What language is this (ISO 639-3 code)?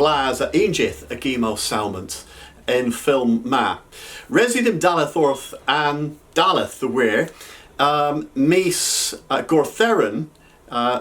cor